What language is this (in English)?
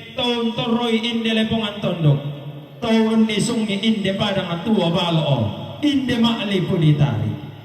Toraja-Sa'dan